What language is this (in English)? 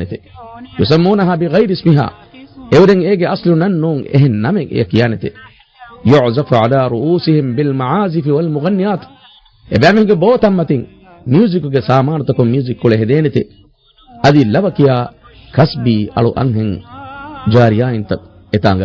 Divehi